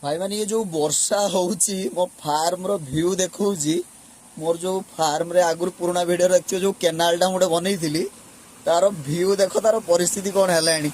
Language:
Odia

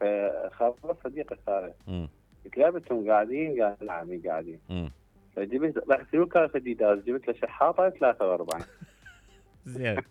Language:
Mesopotamian Arabic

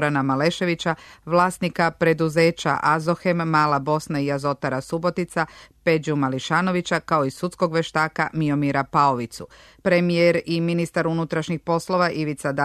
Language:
Serbian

